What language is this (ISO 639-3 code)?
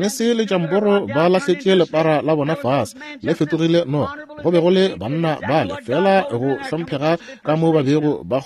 nso